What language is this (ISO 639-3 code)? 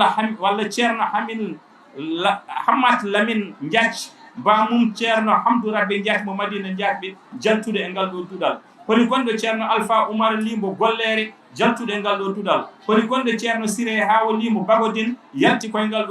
ful